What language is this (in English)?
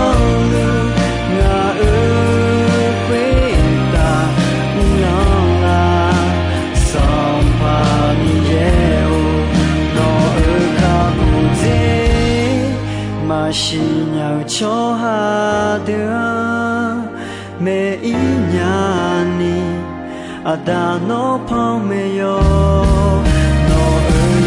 Akha